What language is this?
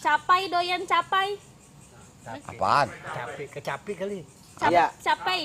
Betawi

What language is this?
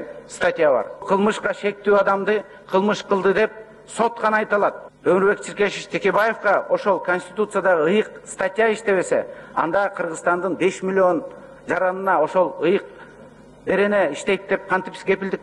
Kyrgyz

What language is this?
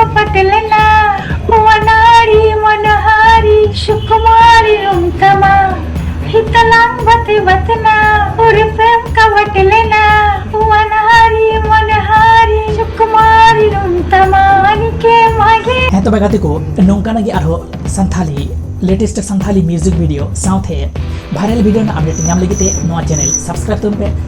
Santali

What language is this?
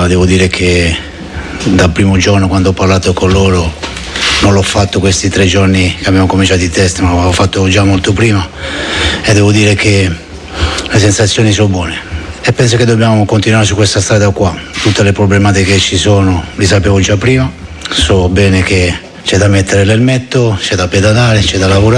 Italian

